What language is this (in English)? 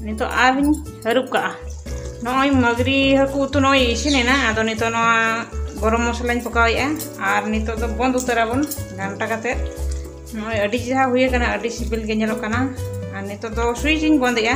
Santali